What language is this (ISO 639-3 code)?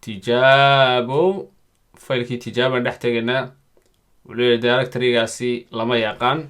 som